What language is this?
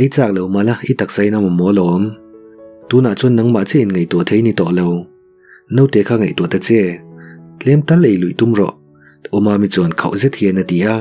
Mizo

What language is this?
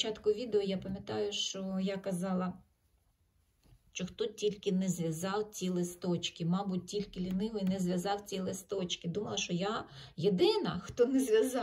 Ukrainian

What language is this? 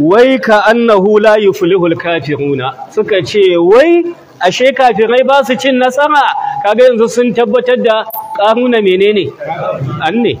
Hausa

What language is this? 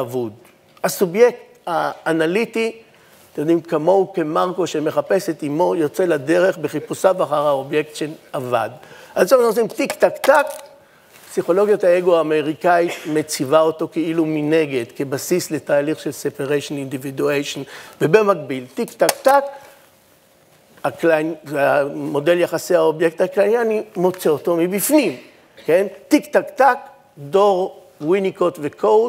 Hebrew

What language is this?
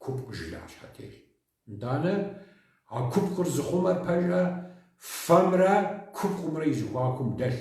Kabardian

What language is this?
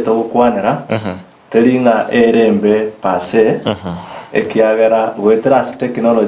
Gusii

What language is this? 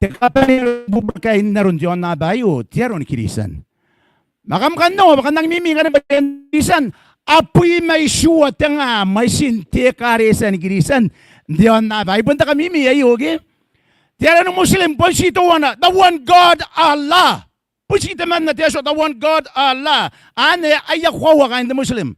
Gilbertese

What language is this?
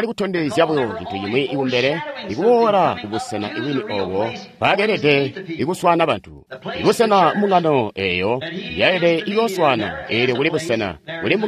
Tonga (Zambia)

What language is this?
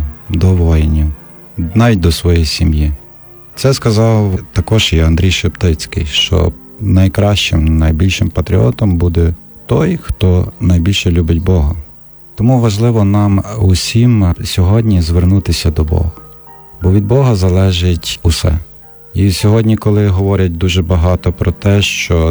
Ukrainian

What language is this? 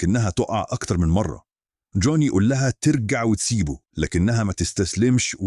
Egyptian Arabic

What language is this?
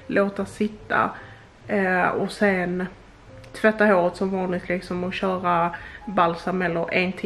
Swedish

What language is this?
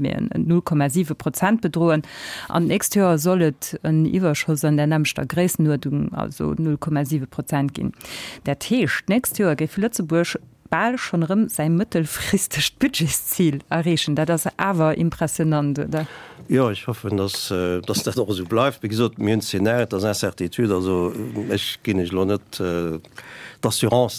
Luxembourgish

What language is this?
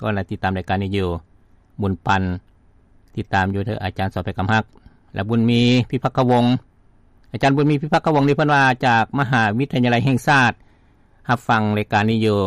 Lao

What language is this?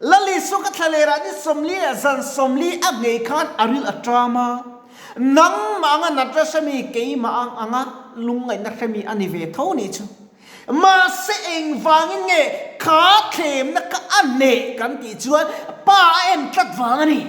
Mizo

